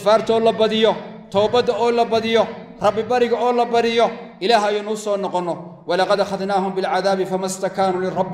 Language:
Somali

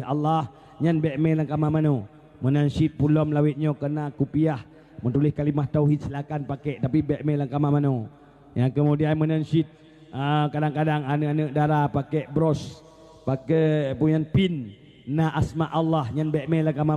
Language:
Achinese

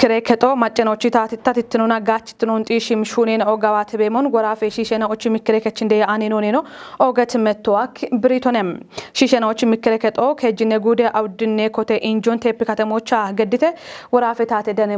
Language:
Kafa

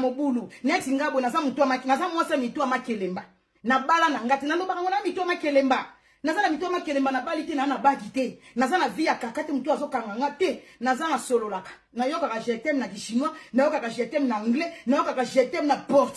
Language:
Lingala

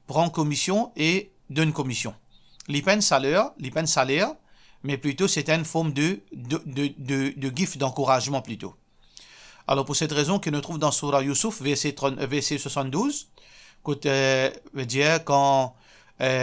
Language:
Morisyen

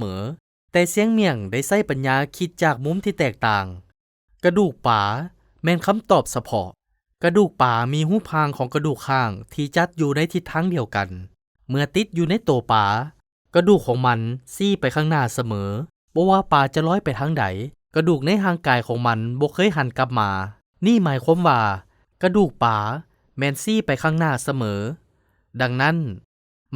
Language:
Lao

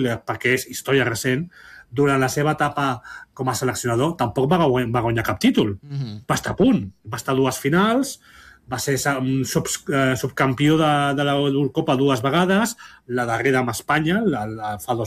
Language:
Catalan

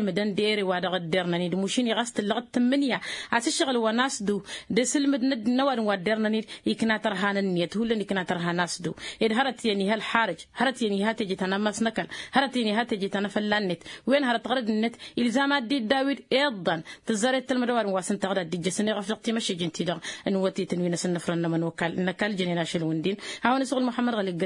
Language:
Tamasheq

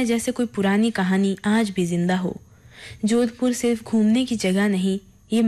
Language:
Hindi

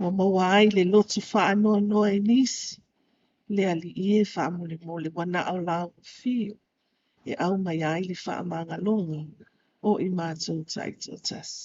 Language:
Samoan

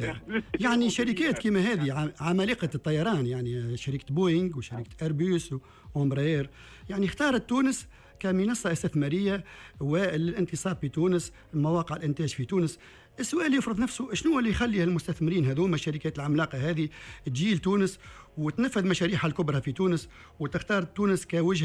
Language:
Tunisian Arabic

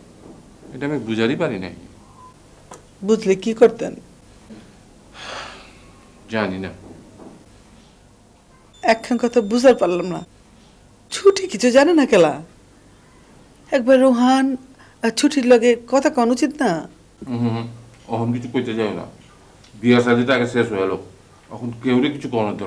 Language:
Bangla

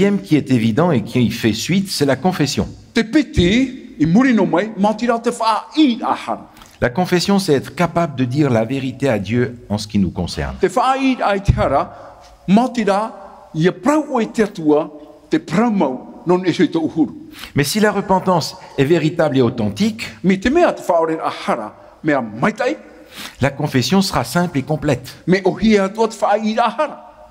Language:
Tahitian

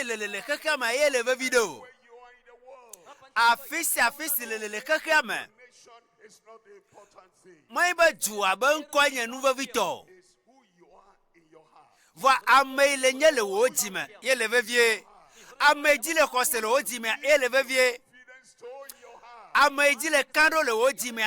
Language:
Ewe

